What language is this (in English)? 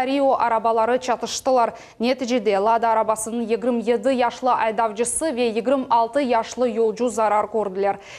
Crimean Tatar